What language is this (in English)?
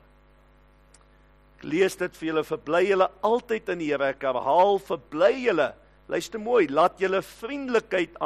Afrikaans